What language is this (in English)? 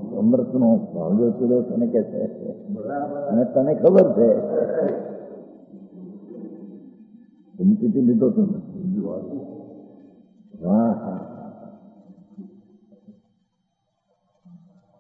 Gujarati